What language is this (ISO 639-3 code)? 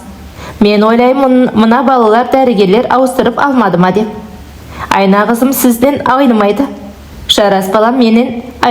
kaz